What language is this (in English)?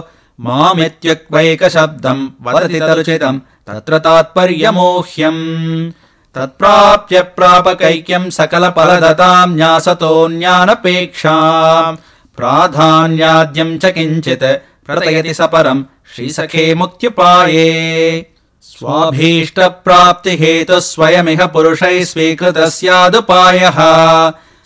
Sanskrit